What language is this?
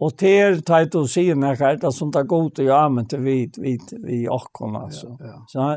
Faroese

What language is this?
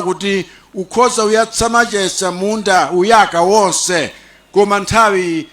Nyanja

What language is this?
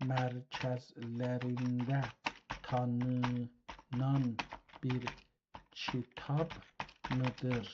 South Azerbaijani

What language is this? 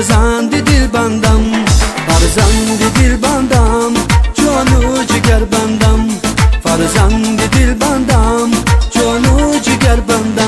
Tajik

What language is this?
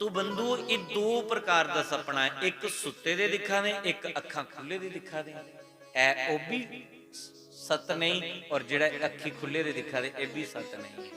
Dogri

